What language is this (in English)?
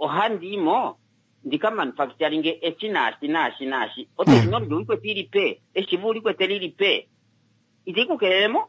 Kuanyama